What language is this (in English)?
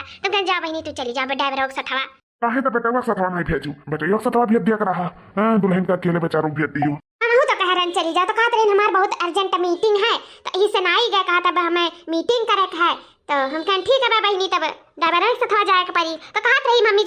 Awadhi